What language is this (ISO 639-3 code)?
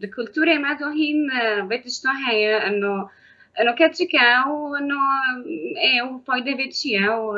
kur